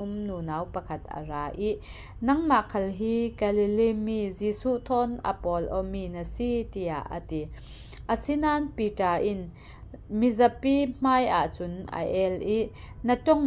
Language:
Falam Chin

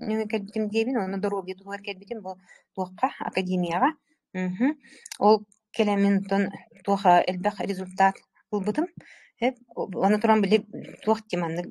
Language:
Yakut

